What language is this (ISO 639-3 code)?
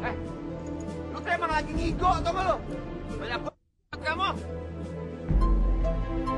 ind